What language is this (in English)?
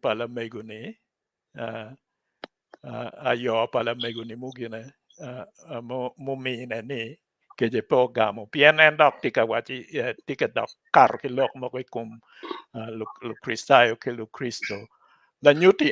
Acoli